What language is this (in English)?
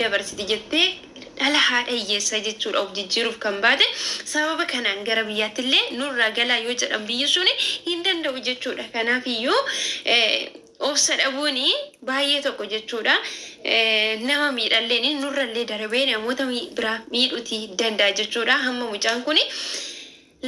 Oromo